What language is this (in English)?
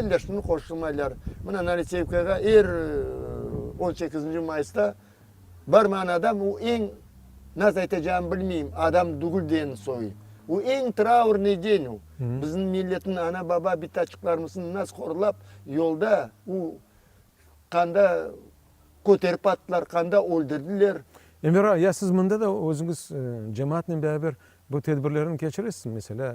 Crimean Tatar